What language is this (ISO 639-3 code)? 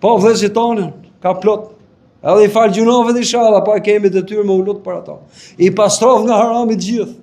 sqi